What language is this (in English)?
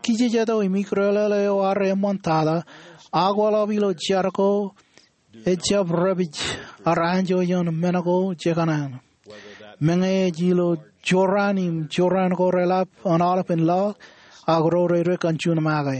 Marshallese